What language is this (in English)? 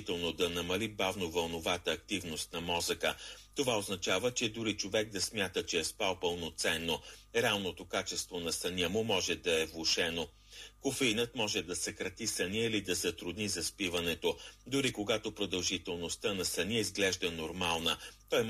Bulgarian